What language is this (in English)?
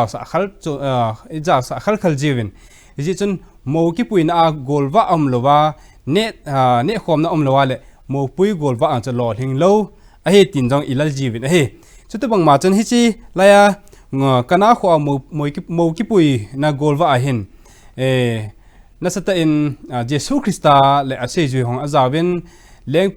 Thado Chin